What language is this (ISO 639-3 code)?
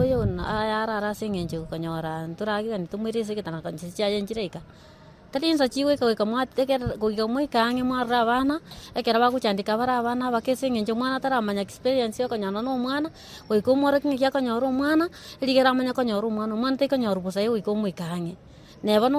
guz